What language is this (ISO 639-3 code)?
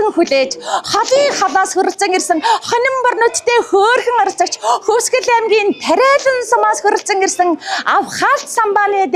mon